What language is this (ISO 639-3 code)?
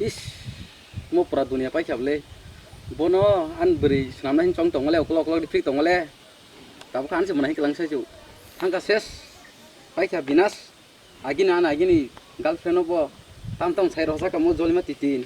trp